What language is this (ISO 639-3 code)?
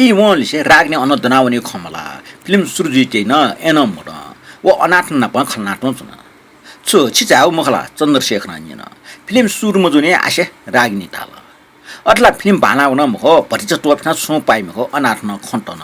new